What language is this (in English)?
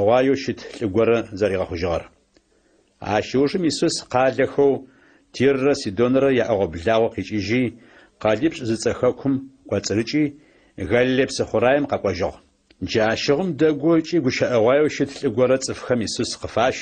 Adyghe